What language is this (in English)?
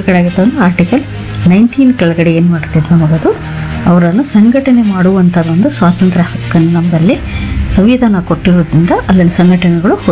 Kannada